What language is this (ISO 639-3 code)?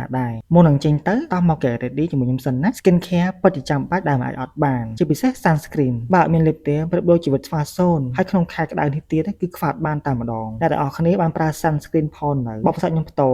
khm